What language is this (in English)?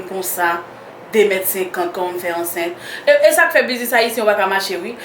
Haitian Creole